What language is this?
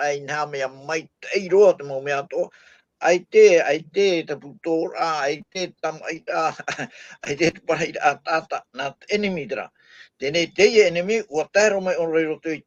Tahitian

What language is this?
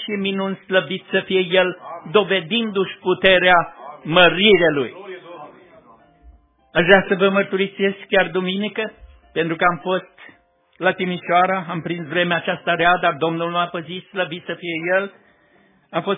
Romanian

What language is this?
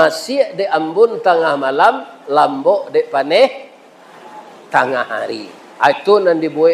Minangkabau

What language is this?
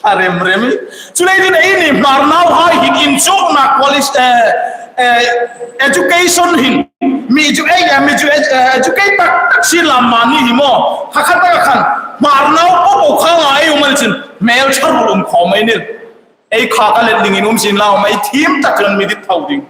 Hmar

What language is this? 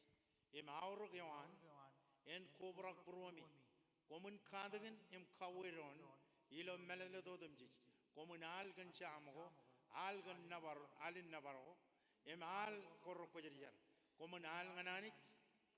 Marshallese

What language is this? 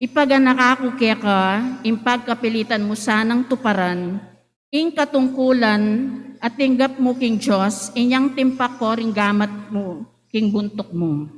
Pampanga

